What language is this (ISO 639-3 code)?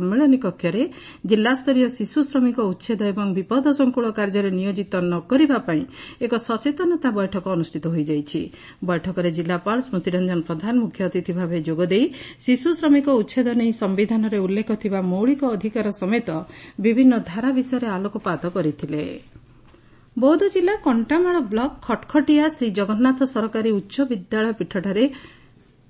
ori